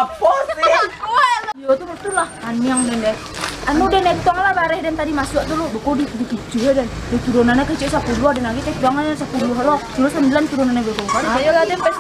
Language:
Minangkabau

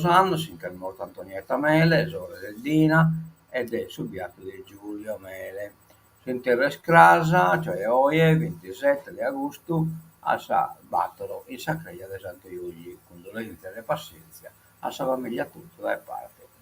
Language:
Sardinian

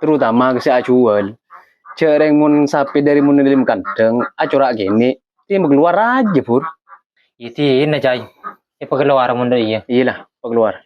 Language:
Madurese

